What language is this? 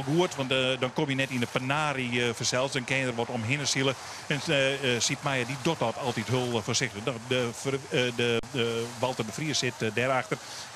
Western Frisian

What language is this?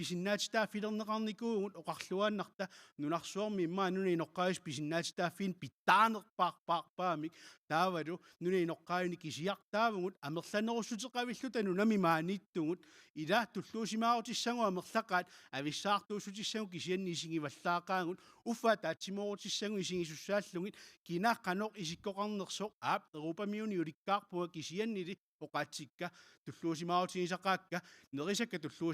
Kalaallisut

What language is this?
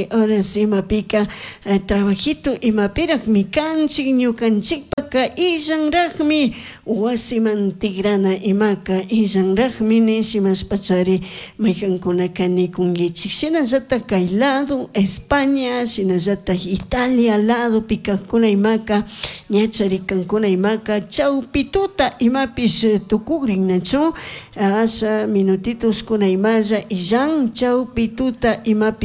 Chimborazo Highland Quichua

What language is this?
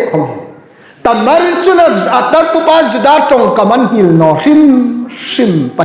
Hmar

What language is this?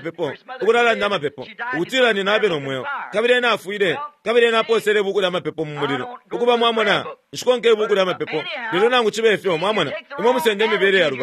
Bemba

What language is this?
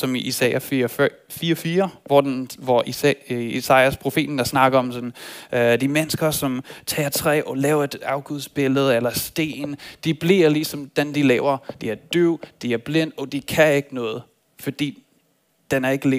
Danish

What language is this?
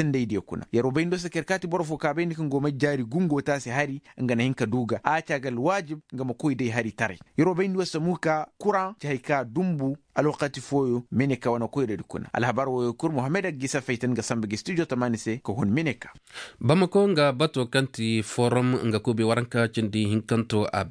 Koyraboro Senni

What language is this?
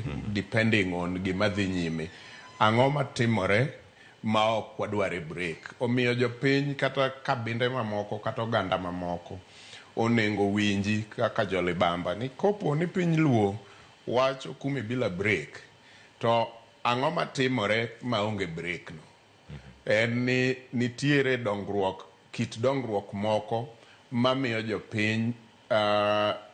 Luo (Kenya and Tanzania)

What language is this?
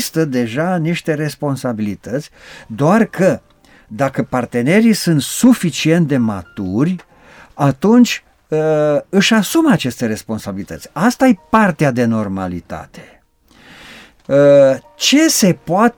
Romanian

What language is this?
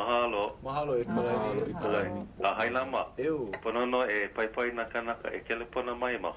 Hawaiian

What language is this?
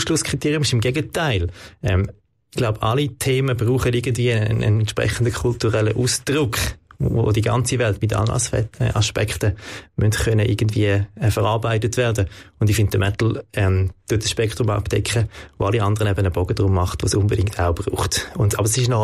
Swiss German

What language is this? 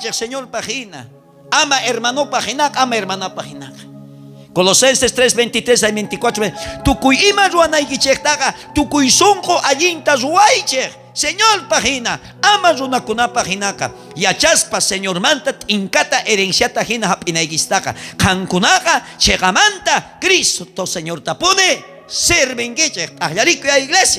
South Bolivian Quechua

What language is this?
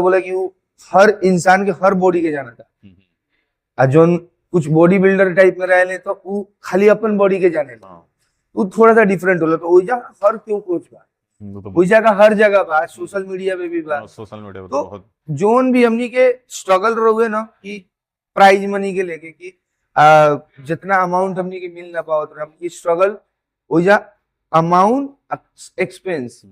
Bhojpuri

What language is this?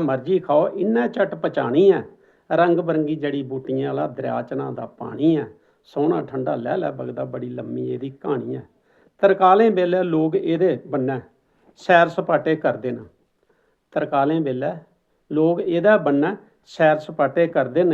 Dogri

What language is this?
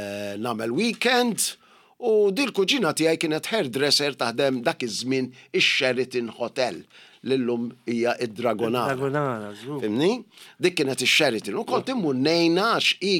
Maltese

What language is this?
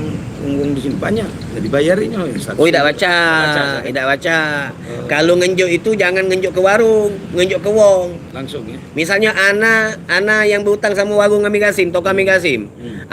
Musi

